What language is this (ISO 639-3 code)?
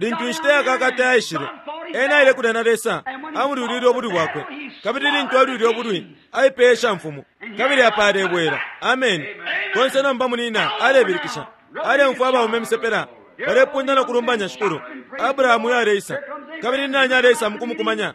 bem